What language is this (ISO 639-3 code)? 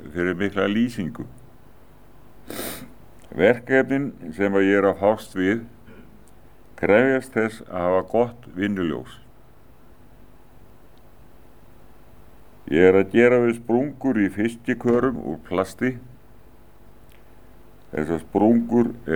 isl